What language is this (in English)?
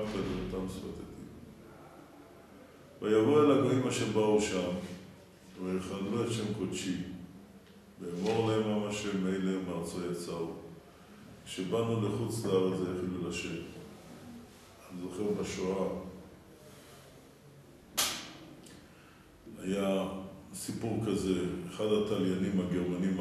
Hebrew